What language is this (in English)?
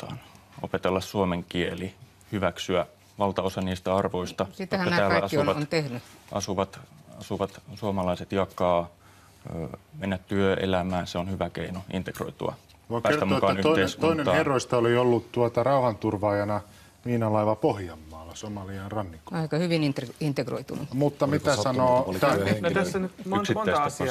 Finnish